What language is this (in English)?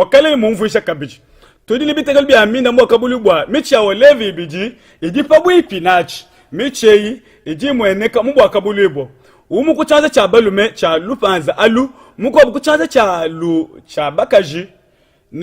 Luba-Lulua